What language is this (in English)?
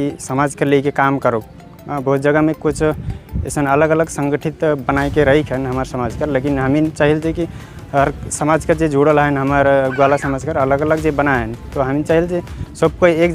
Sadri